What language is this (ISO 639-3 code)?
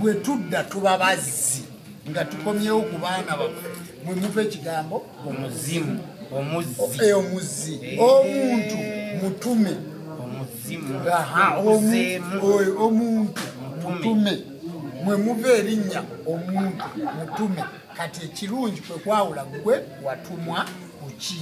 lug